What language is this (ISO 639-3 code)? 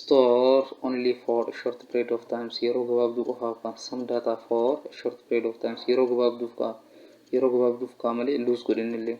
orm